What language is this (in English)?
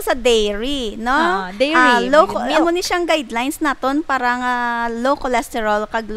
Hiligaynon